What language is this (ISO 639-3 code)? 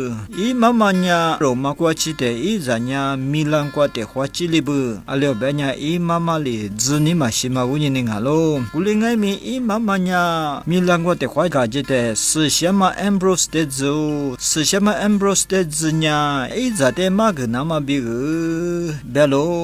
lis